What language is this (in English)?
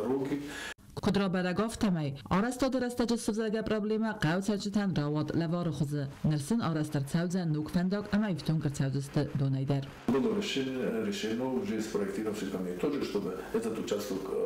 Ossetic